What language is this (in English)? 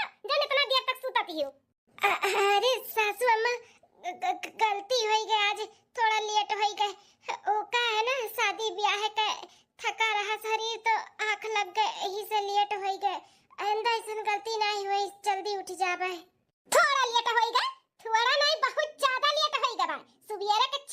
Bhojpuri